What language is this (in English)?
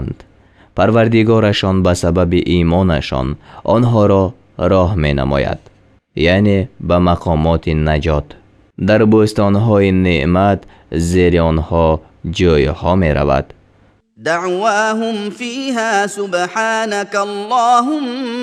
Tajik